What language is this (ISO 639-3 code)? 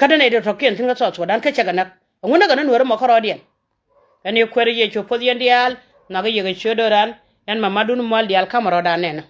nus